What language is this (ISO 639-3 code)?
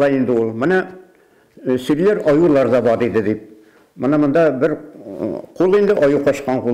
bak